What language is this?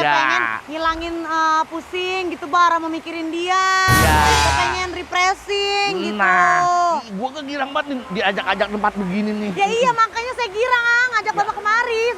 Betawi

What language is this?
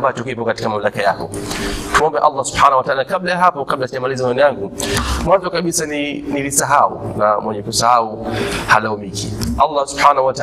Swahili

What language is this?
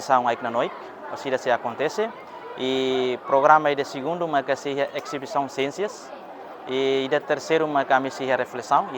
Tetum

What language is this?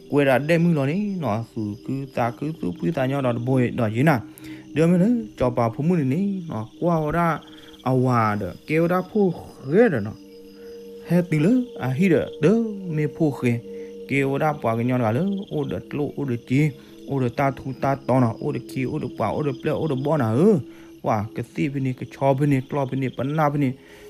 S'gaw Karen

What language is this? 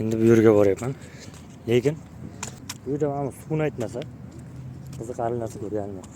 Uzbek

